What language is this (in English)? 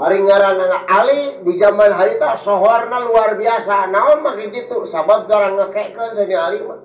Sundanese